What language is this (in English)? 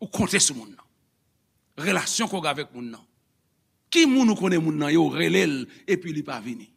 Haitian Creole